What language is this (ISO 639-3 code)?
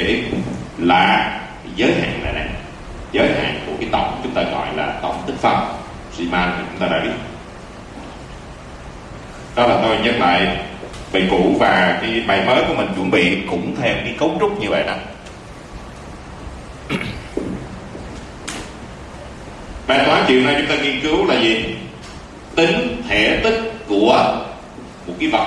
vie